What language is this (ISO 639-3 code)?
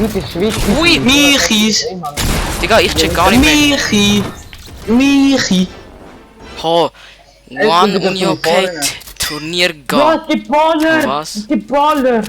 gsw